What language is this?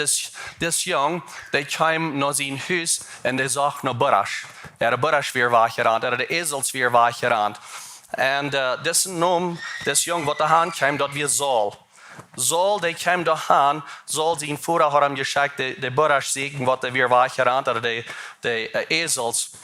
Plautdietsch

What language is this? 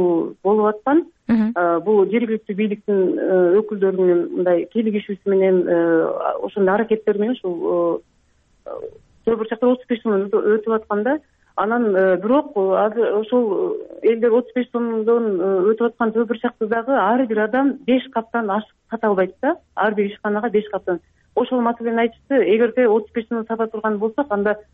Kyrgyz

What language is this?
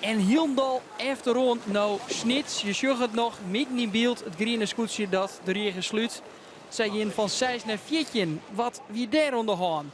Western Frisian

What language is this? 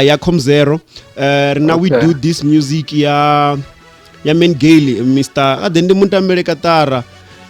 Venda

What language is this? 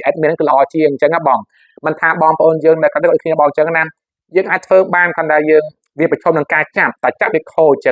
Khmer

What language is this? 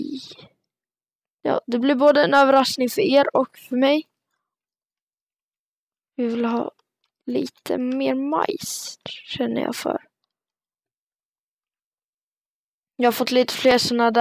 Swedish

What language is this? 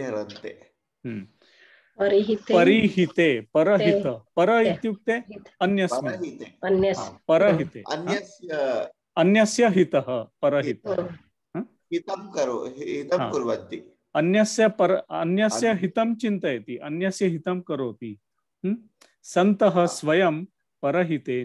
Sanskrit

